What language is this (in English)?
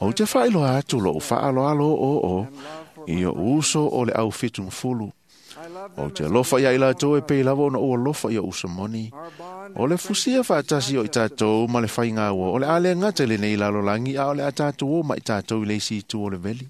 Samoan